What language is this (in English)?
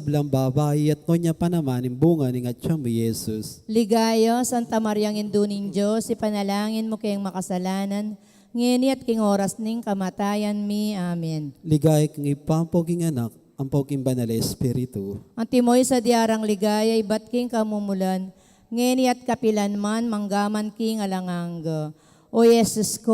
Pampanga